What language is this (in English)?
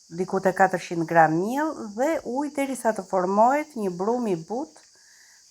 Albanian